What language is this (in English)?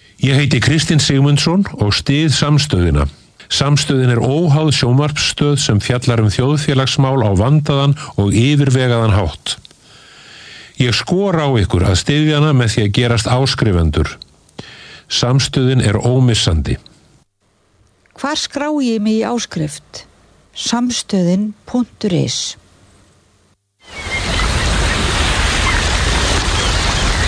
Icelandic